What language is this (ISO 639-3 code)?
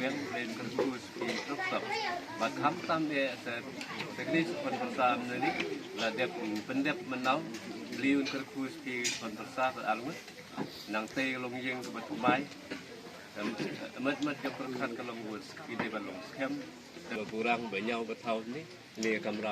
kha